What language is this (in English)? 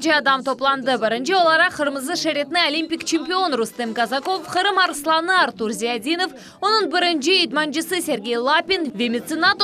Crimean Tatar